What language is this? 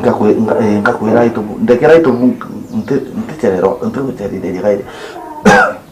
Meru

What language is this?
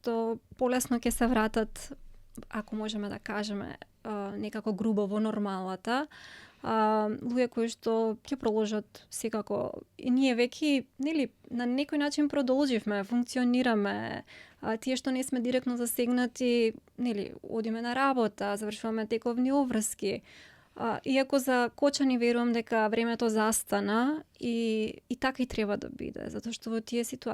Macedonian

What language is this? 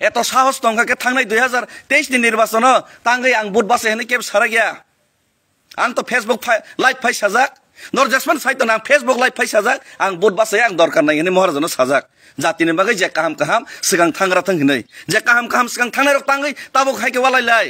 Kok Borok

